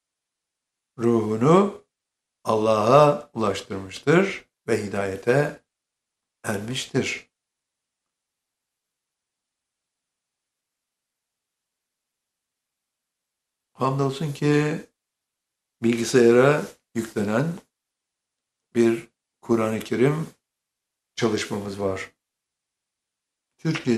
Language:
Turkish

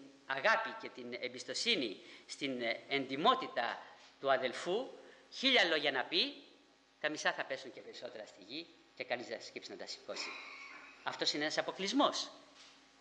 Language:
Greek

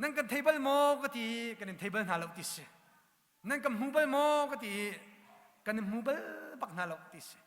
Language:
Hakha Chin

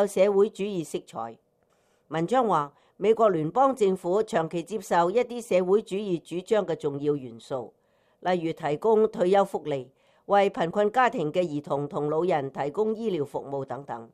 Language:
Cantonese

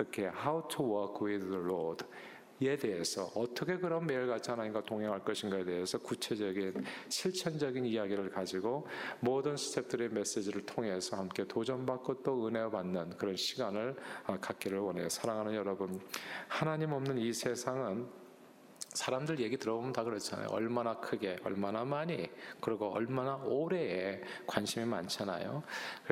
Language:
Korean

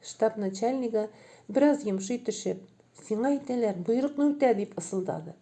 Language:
Tatar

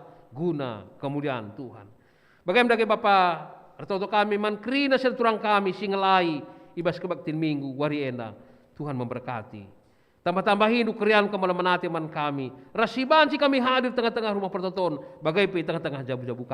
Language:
Batak Karo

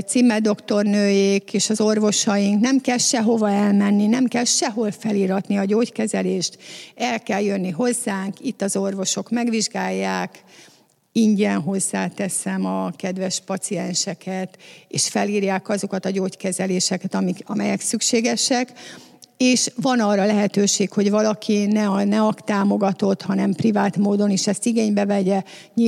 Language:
Hungarian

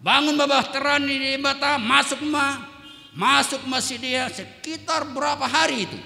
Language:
Batak Simalungun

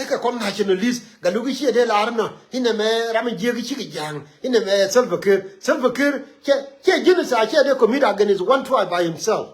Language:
Nuer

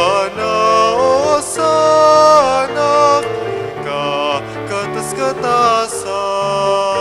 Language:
Pampanga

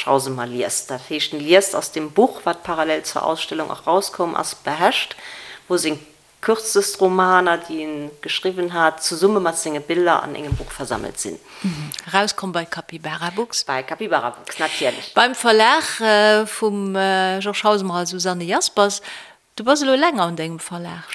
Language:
Luxembourgish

